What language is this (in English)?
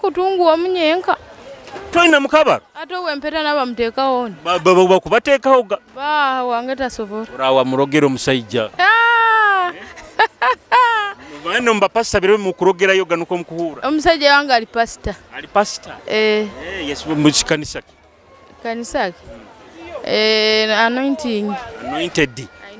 Nyoro